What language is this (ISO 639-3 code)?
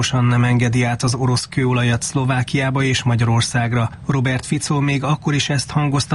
hun